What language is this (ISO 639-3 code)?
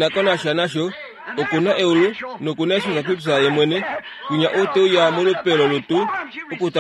kua